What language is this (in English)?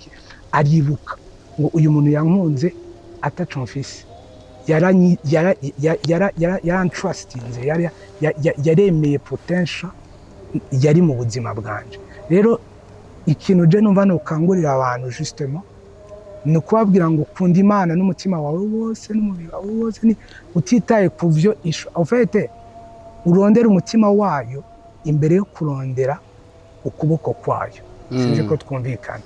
Rundi